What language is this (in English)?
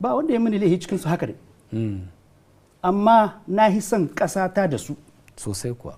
Hausa